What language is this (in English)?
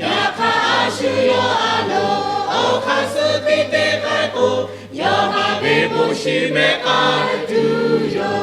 Lahu